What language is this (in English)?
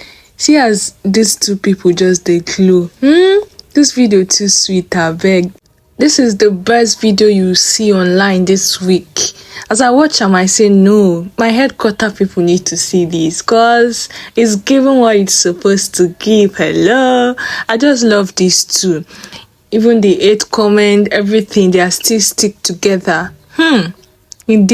Nigerian Pidgin